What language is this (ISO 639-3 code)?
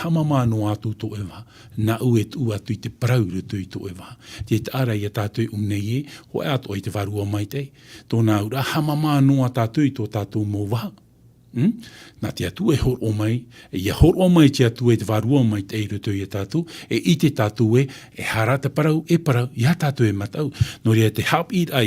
tah